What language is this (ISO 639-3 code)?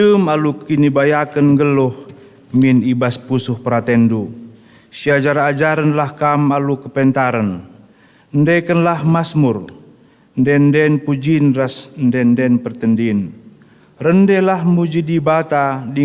btx